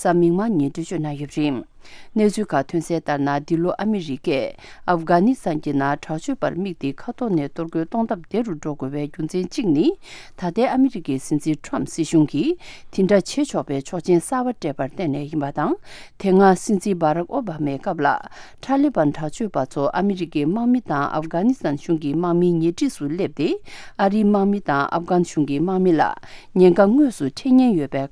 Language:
Tibetan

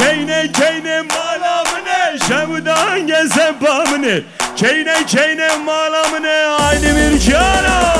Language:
Kurdish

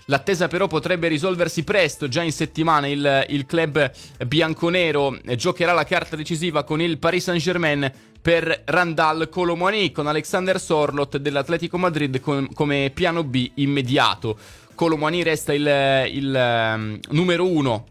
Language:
Italian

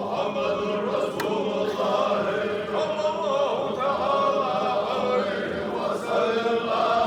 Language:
Chechen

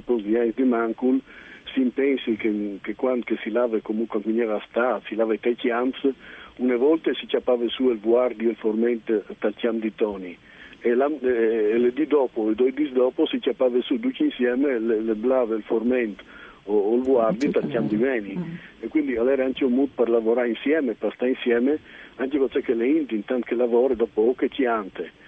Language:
Friulian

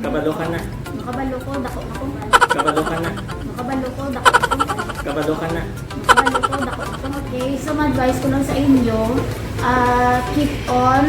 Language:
Hiligaynon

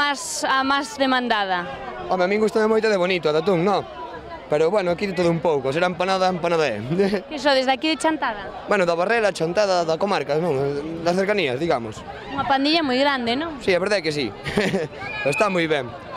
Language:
Galician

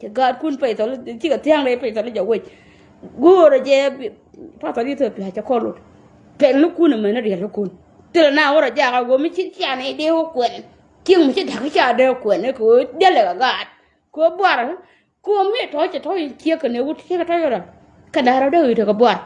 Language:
Nuer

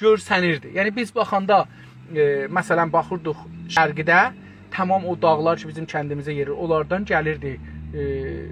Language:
South Azerbaijani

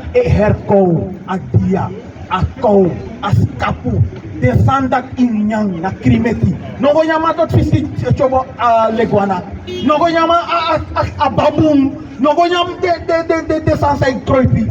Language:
Sranan Tongo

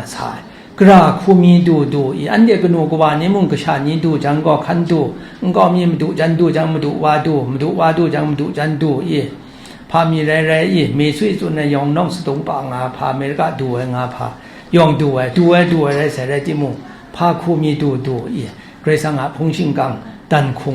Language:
Kachin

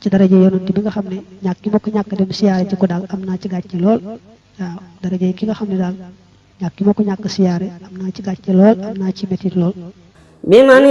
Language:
Wolof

